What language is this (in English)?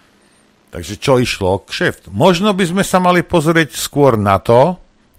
Slovak